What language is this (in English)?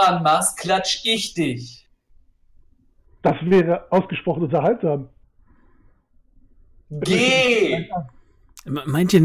German